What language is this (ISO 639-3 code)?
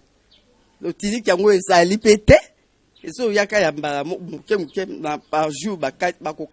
lin